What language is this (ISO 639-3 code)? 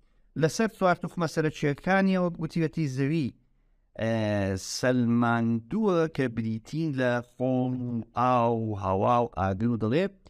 ckb